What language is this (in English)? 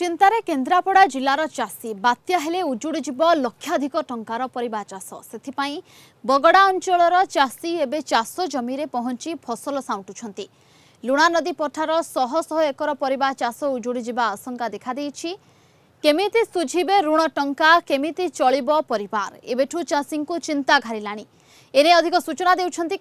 Odia